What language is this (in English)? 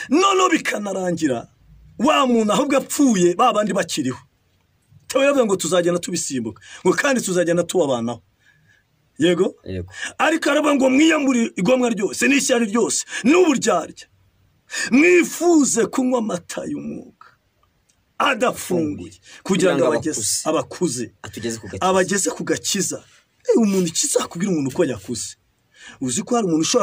Kinyarwanda